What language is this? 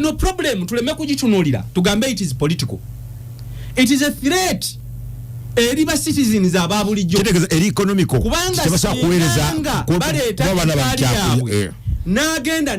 Ganda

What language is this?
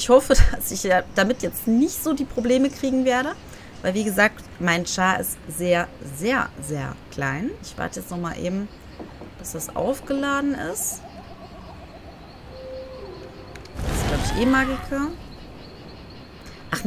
German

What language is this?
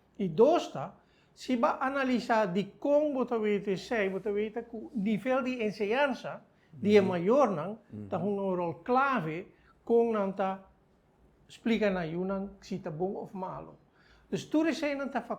Papiamento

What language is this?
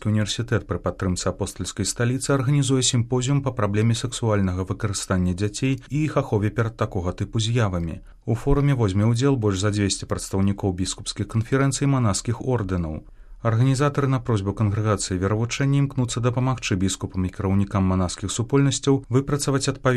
Belarusian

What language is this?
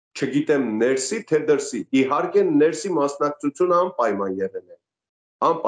Armenian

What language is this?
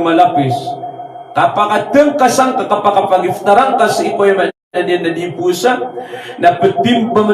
Maranao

